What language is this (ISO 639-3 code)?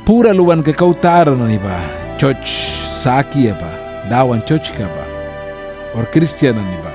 miq